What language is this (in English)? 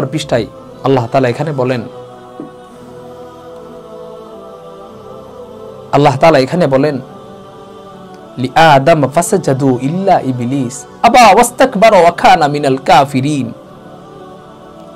Bangla